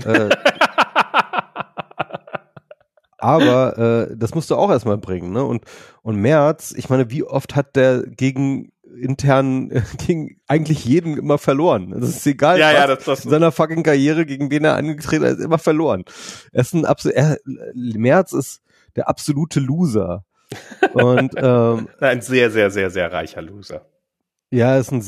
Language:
German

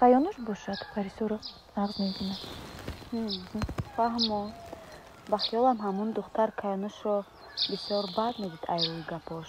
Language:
Tajik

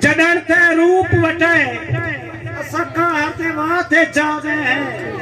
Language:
Saraiki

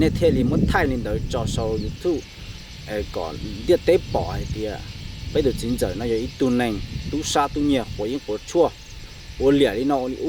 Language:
Hmong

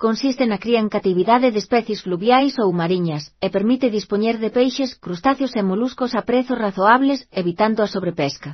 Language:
Galician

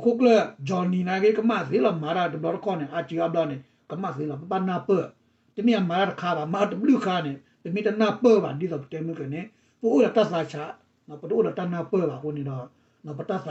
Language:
S'gaw Karen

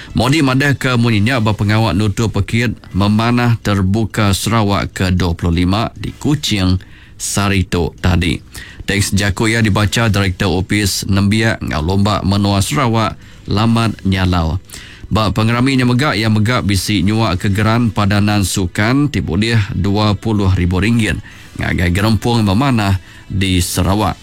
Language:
Iban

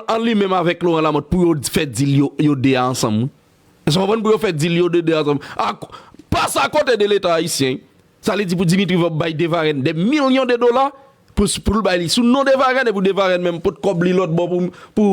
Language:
Haitian Creole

